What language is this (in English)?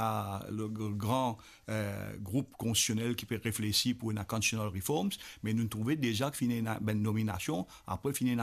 Morisyen